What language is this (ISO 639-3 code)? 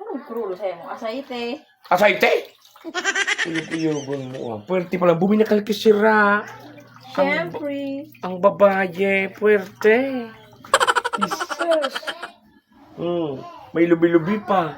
bik